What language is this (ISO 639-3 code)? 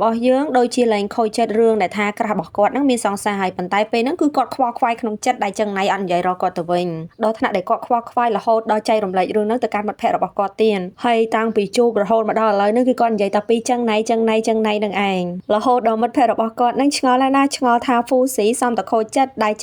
khm